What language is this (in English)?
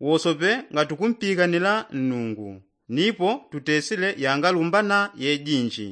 Yao